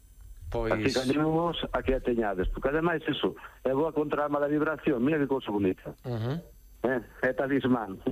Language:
Galician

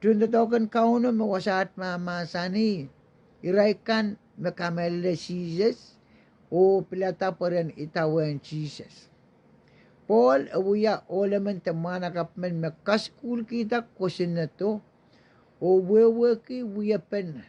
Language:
Pohnpeian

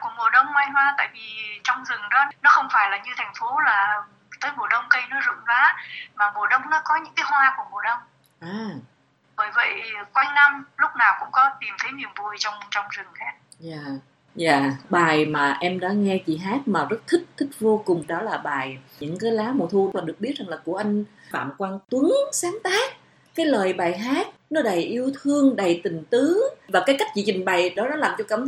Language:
Vietnamese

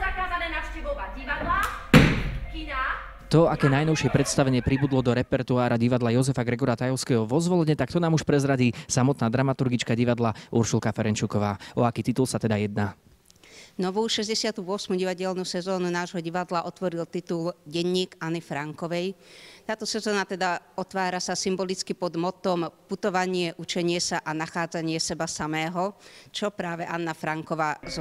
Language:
Slovak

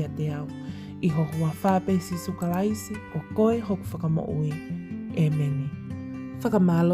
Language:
Tongan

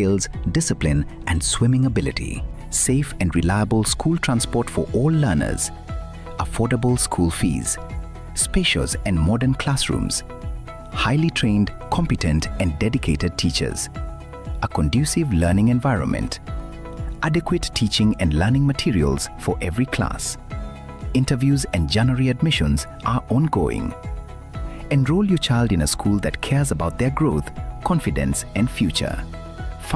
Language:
Gusii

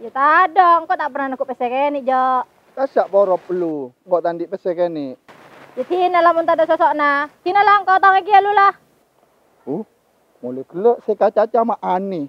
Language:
Madurese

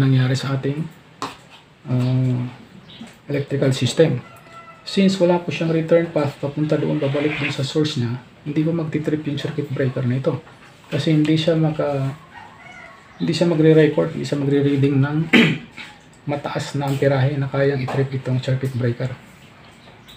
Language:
Filipino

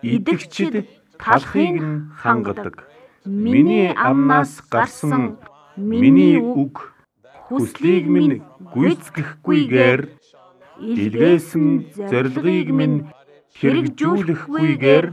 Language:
Mongolian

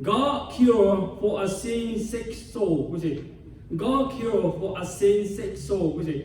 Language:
Lahu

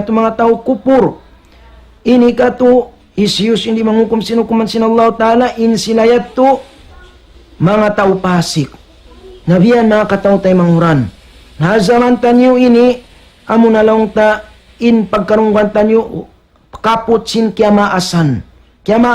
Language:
Tausug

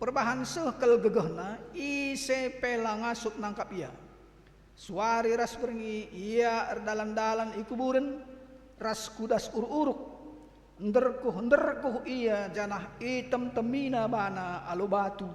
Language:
Batak Karo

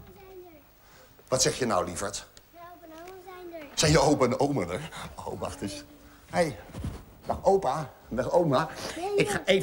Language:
Dutch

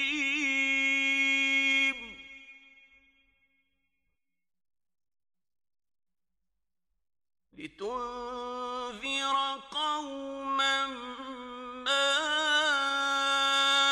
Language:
Arabic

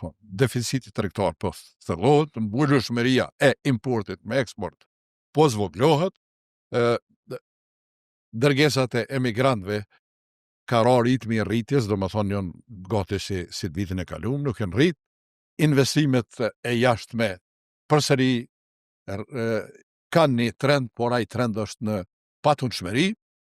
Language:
Albanian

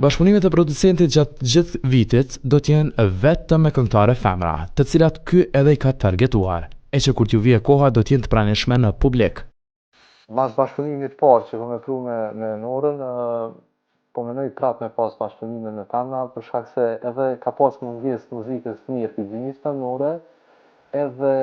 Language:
Albanian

